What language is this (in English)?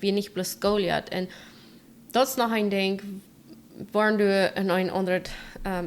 Plautdietsch